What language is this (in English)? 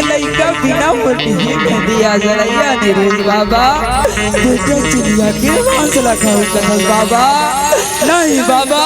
Chhattisgarhi